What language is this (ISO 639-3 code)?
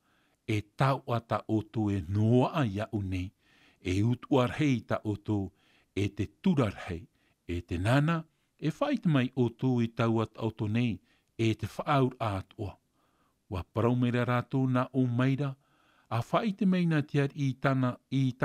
tah